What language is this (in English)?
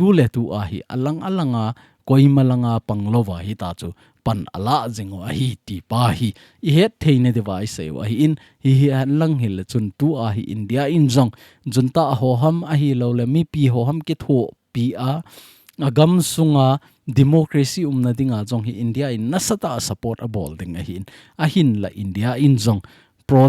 Thado Chin